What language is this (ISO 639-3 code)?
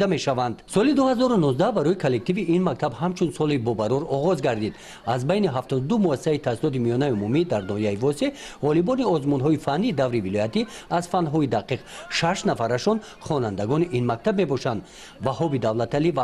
tgk